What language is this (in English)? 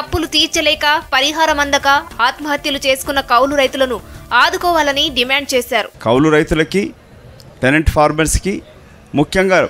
Telugu